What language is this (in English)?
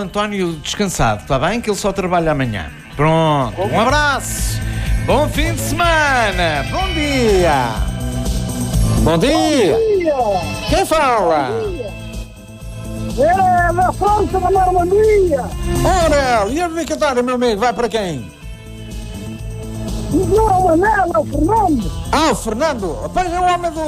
Portuguese